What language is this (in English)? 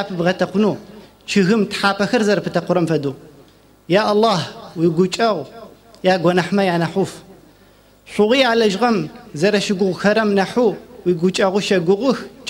Adyghe